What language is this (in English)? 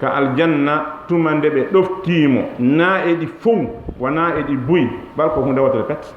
Fula